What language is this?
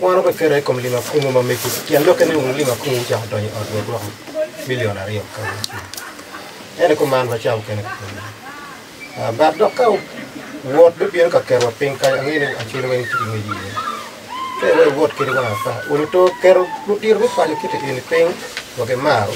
Acoli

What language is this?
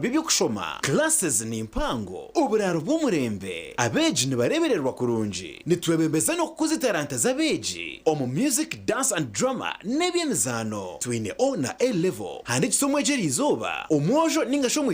Nyankole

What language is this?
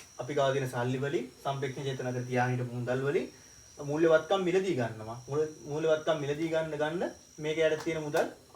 Sinhala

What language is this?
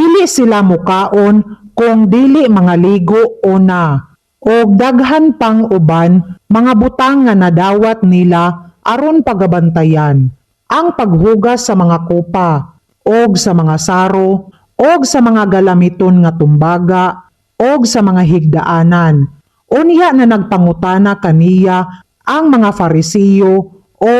Cebuano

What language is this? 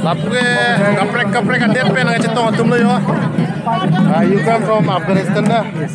Karbi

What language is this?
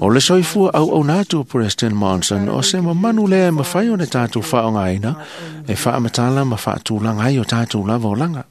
Samoan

